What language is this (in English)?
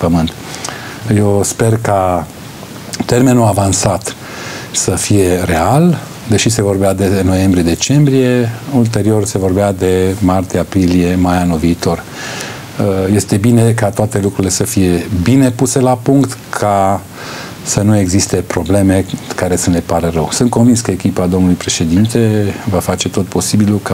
Romanian